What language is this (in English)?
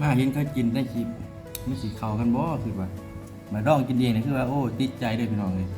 Northeastern Thai